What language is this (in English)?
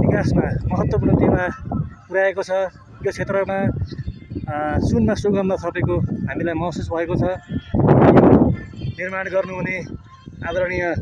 Nepali